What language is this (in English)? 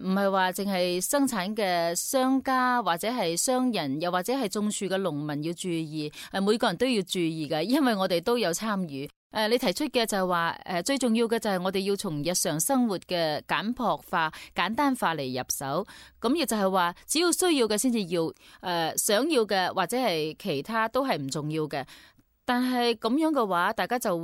Cantonese